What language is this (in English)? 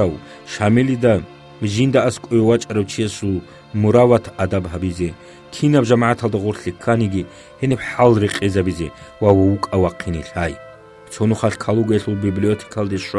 Avaric